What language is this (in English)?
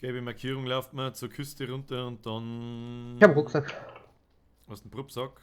Bavarian